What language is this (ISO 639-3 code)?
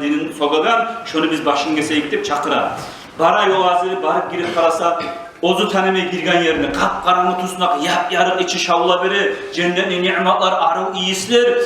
kum